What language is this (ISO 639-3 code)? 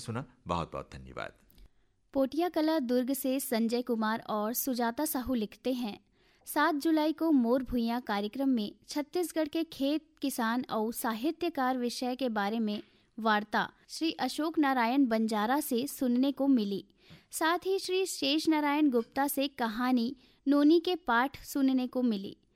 hin